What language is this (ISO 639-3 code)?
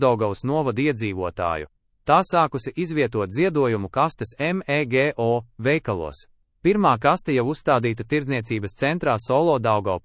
lav